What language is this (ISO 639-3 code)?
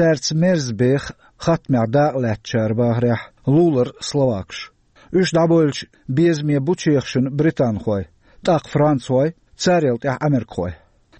che